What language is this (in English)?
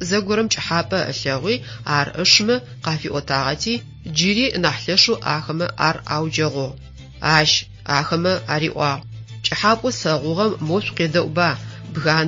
Adyghe